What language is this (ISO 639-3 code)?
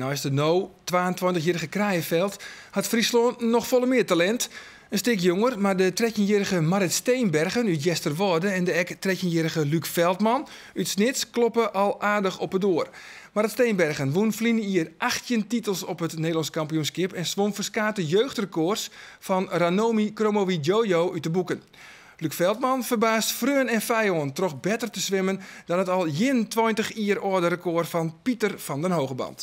fry